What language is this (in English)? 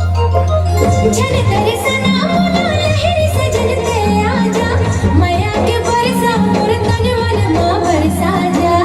Chhattisgarhi